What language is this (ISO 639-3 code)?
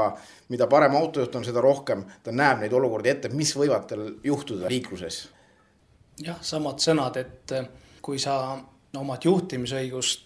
est